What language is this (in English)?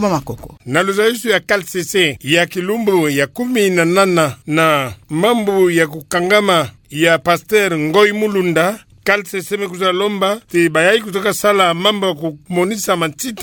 Kituba (Democratic Republic of Congo)